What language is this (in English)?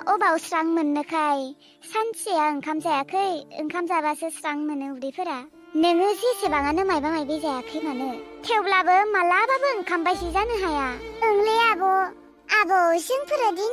Bodo